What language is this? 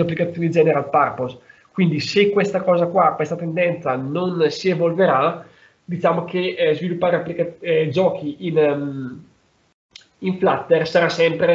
Italian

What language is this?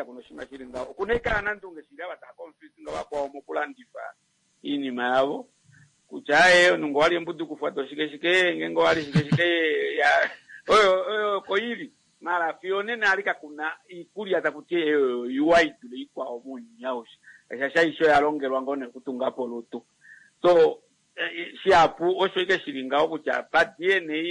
Kuanyama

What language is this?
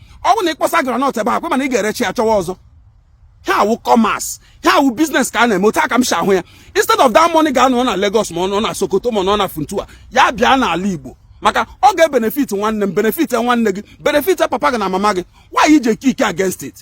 Igbo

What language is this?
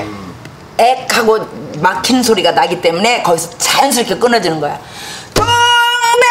Korean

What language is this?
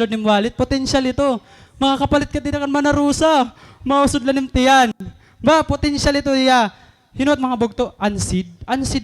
Waray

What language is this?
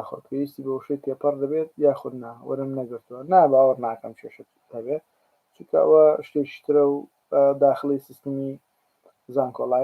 Central Kurdish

